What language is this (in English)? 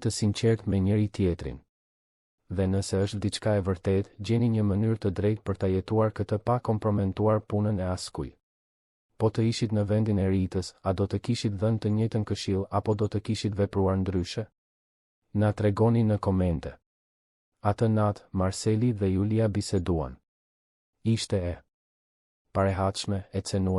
Albanian